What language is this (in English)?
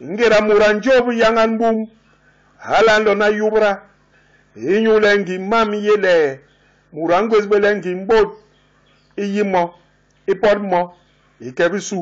Basaa